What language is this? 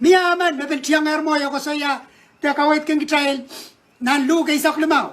Pohnpeian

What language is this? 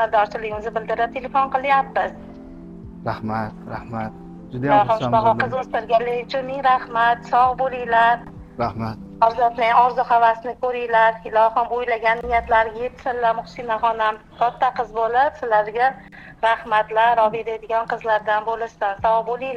Uzbek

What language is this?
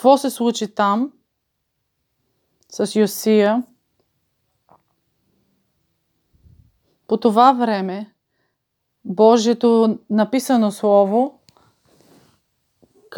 Bulgarian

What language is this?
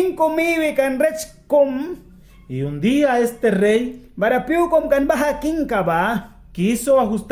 Mískito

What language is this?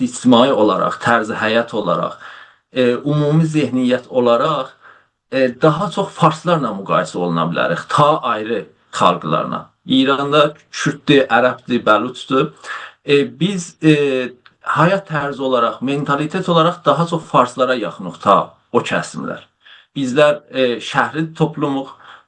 South Azerbaijani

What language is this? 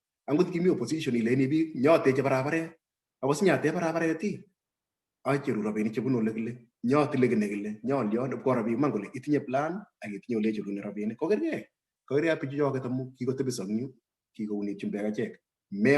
Kalenjin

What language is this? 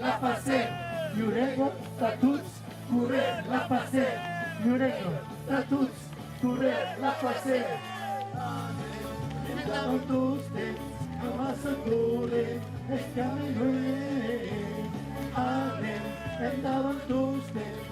Occitan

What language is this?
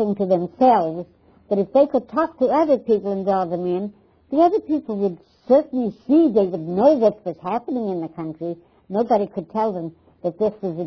English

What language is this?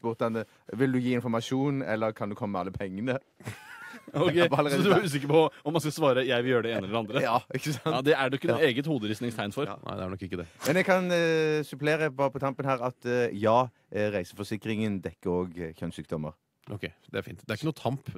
Norwegian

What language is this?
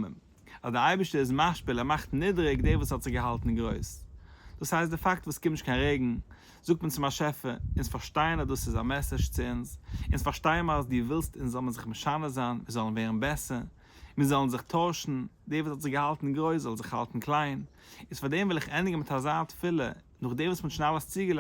Yiddish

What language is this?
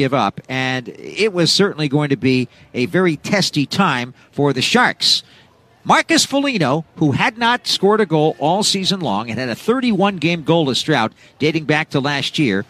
English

